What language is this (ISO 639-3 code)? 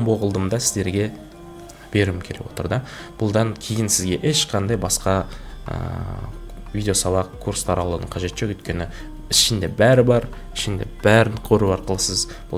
kaz